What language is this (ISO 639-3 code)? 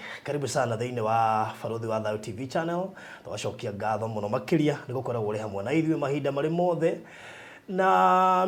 kik